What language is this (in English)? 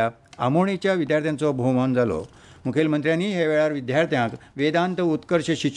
Konkani